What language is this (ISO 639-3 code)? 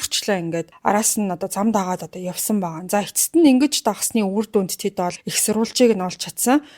mon